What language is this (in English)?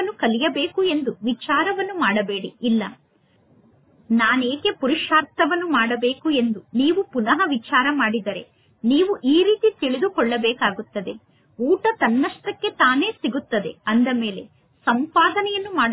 Kannada